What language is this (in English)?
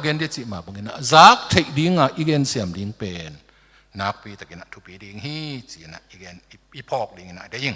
Tedim Chin